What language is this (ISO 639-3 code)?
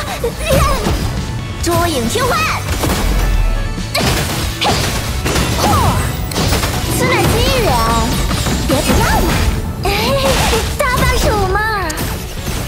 zho